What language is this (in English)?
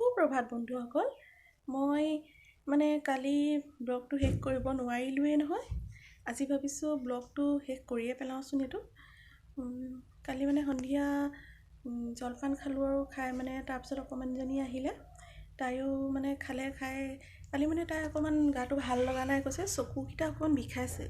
Assamese